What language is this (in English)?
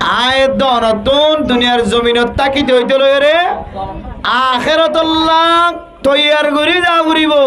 Rohingya